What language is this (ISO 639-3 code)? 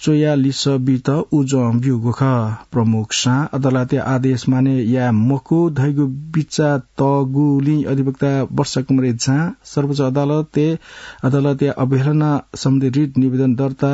new